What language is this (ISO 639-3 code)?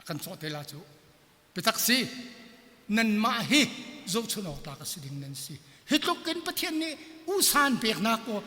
cnh